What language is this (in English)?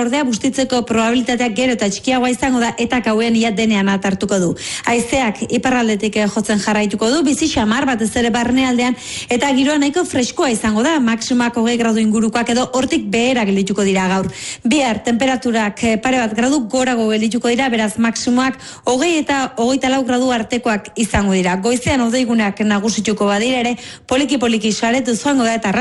Basque